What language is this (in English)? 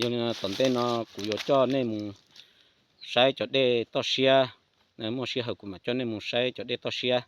Hmong